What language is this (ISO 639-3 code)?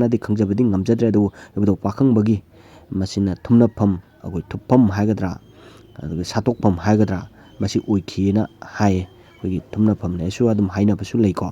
mni